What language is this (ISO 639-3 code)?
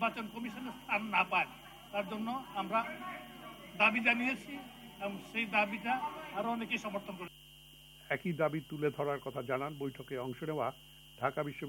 ben